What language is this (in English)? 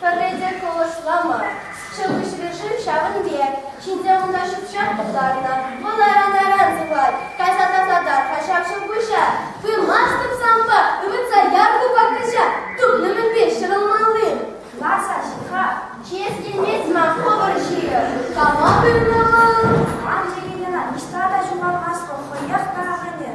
Chuvash